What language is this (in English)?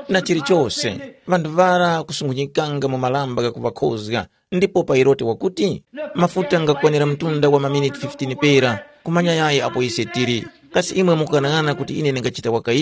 Tumbuka